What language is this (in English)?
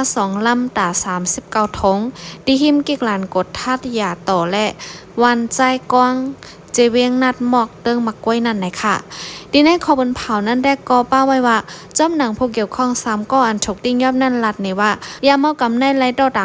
Shan